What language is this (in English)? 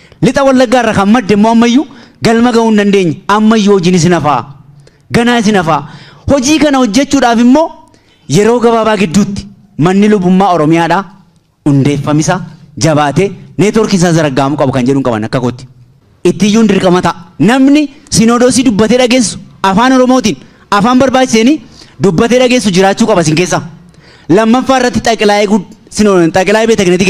Oromo